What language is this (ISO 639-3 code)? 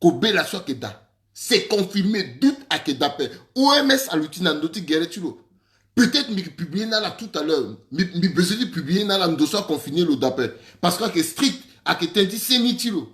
sag